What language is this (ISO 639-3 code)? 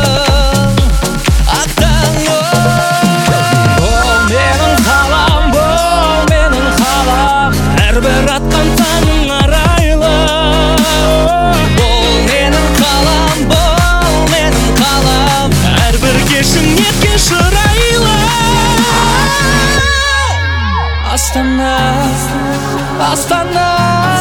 kaz